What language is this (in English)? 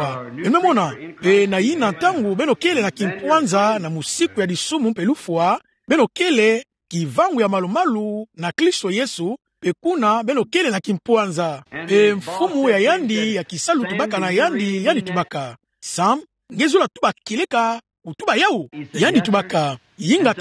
Kituba (Democratic Republic of Congo)